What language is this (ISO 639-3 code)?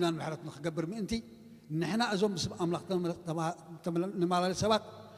tir